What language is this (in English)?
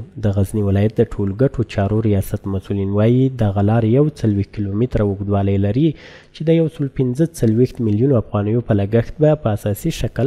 Pashto